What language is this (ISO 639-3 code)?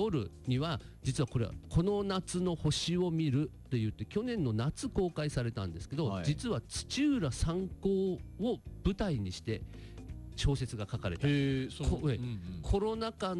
jpn